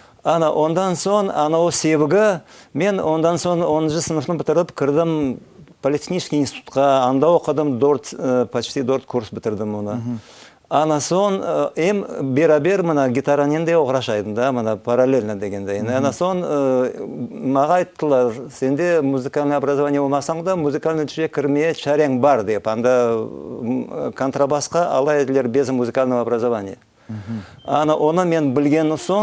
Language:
Crimean Tatar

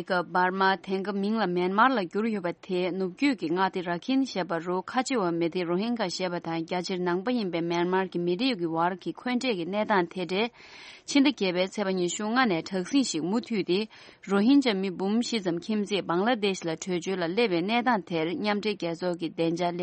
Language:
Tibetan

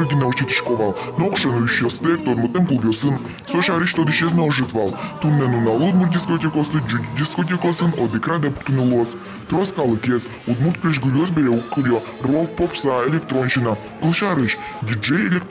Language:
Udmurt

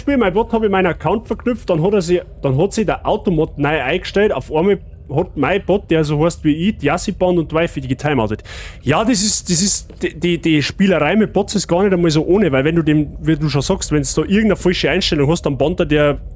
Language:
Bavarian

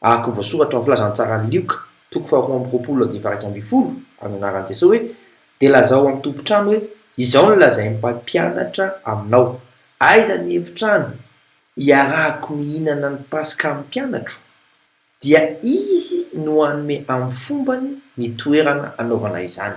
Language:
Malagasy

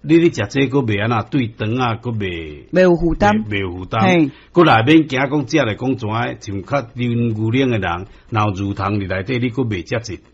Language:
Min Nan Chinese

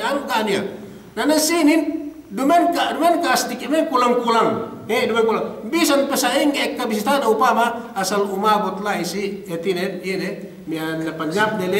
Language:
Yakan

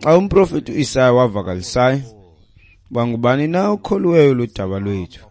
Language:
Xhosa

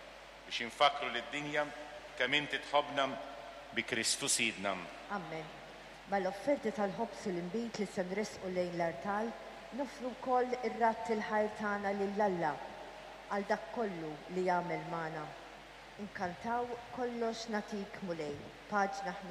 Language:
Maltese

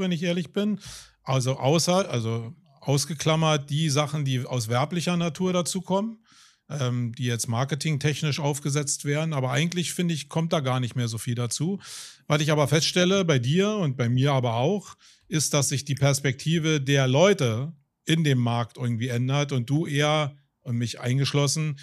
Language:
German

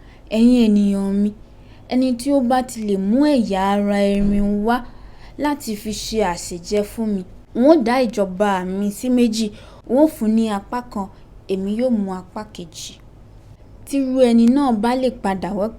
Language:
Yoruba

